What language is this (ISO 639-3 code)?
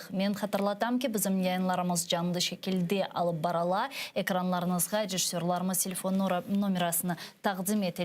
crh